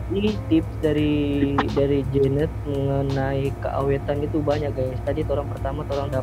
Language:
Manado Malay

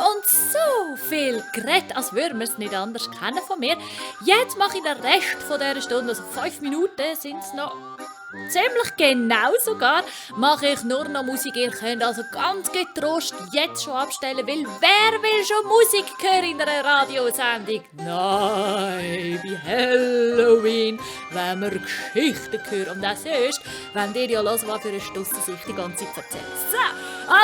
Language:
Swiss German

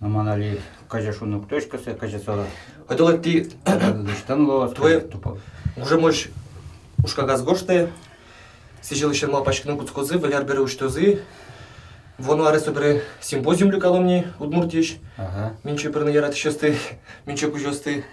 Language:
Udmurt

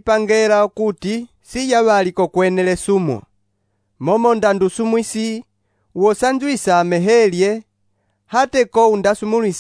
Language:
Umbundu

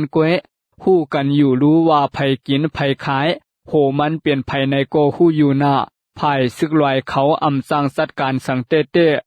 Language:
Shan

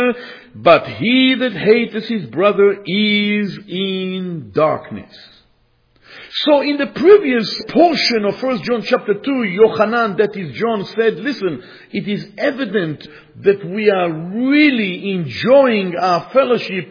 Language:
English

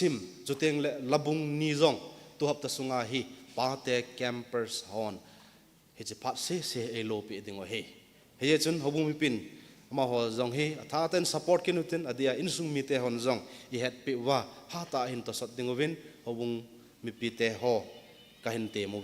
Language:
Thado Chin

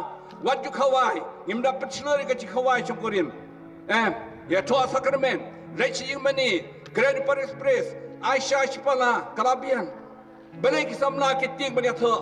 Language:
Khasi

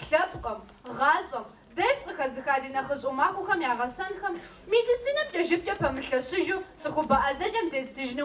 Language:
Kabardian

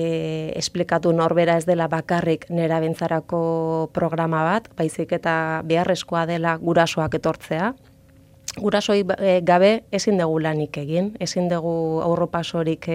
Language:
Basque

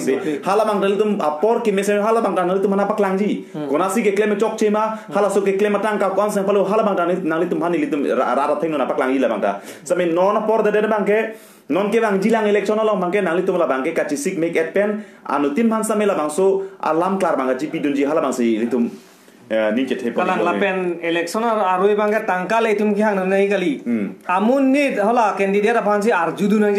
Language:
Karbi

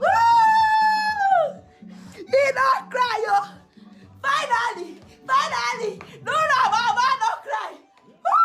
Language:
Nigerian Pidgin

